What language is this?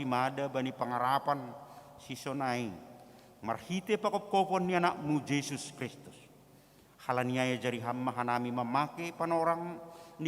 Batak Simalungun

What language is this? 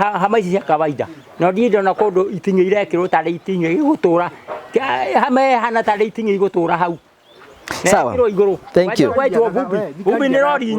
Kikuyu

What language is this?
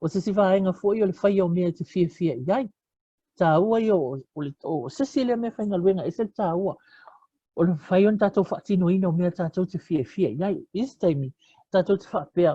Samoan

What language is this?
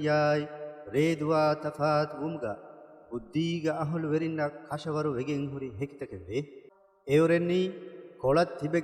Divehi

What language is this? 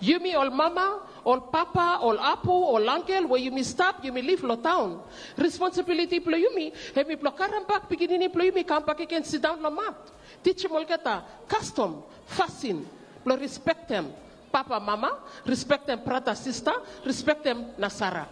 Bislama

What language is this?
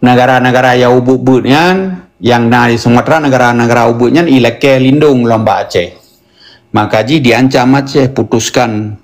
Achinese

